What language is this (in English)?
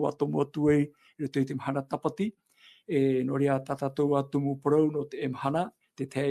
Tahitian